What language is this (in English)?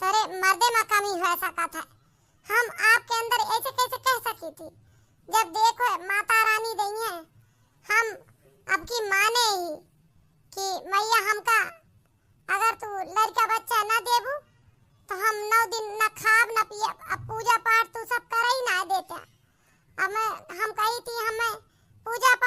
Awadhi